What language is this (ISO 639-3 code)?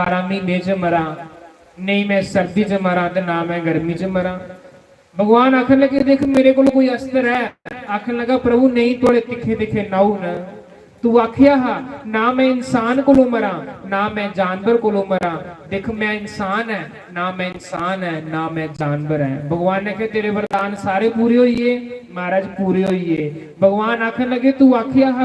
doi